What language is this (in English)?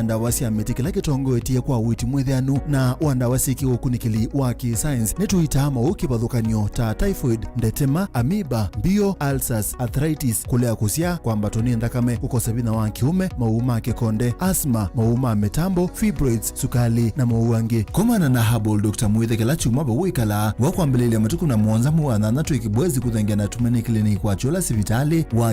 Kamba